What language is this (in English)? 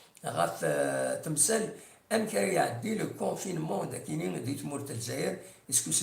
Kabyle